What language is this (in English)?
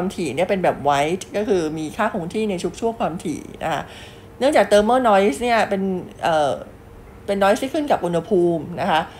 Thai